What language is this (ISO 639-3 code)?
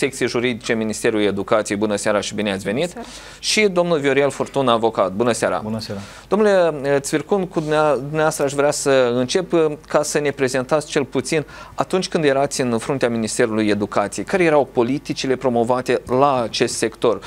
ron